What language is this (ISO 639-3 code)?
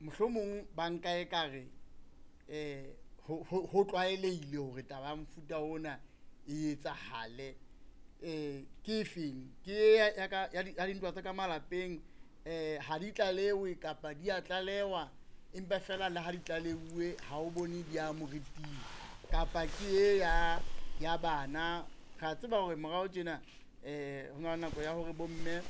sot